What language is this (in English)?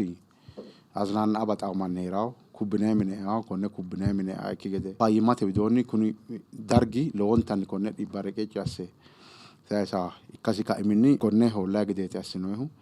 Sidamo